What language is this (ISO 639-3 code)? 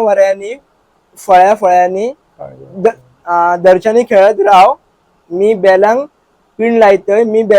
kok